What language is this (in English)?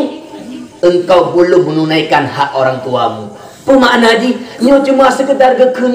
Achinese